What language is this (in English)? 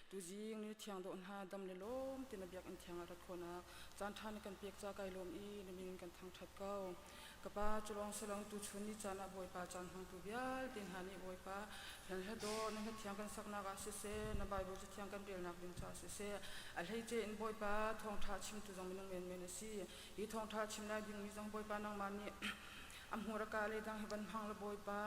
Hakha Chin